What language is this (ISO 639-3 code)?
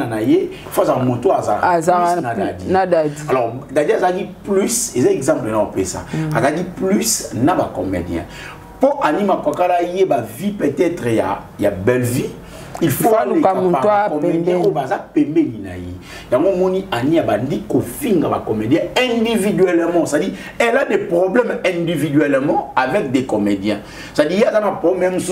lin